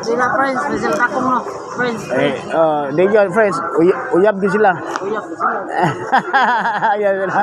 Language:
Cebuano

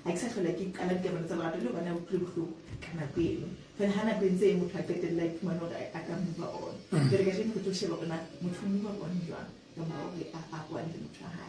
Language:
Southern Sotho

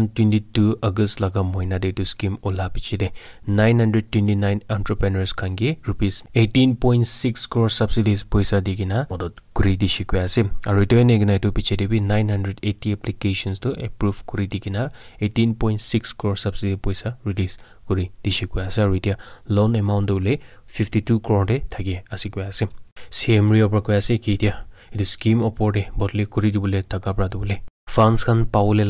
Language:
Naga Pidgin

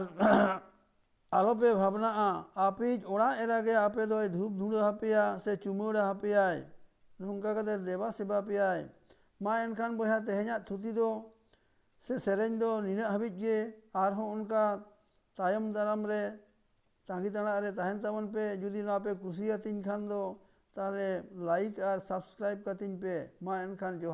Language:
Santali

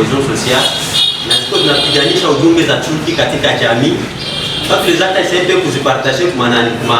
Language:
Swahili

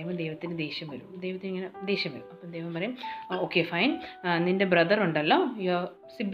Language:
Malayalam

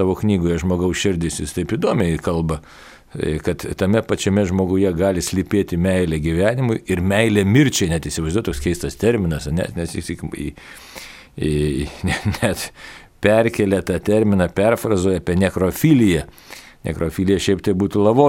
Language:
Lithuanian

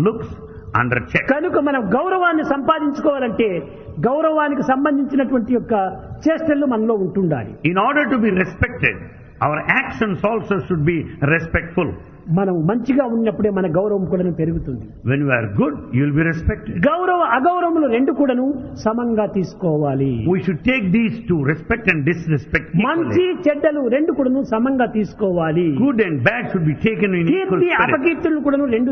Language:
Telugu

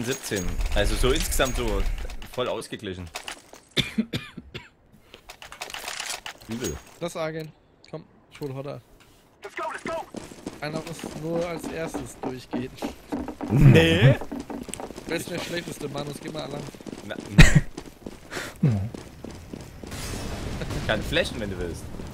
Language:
German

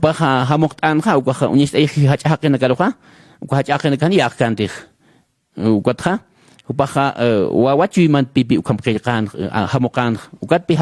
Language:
Aymara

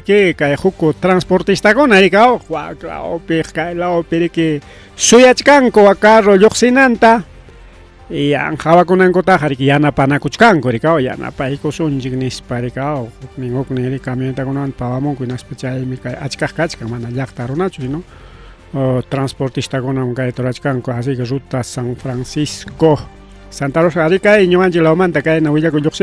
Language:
Ayacucho Quechua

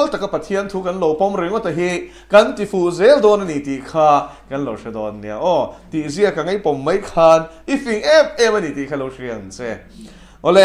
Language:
Mizo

